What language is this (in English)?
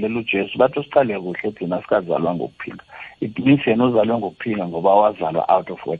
South Ndebele